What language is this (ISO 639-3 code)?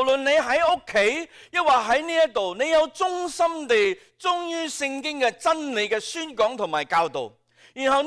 yue